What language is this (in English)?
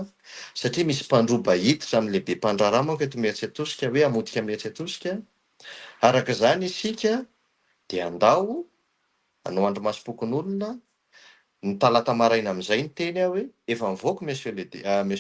Malagasy